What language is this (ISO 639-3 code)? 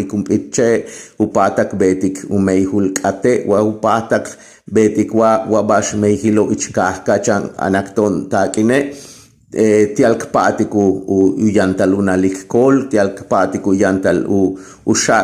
yua